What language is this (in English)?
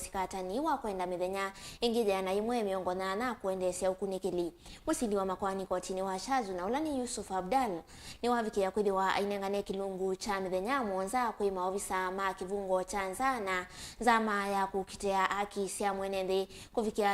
Kamba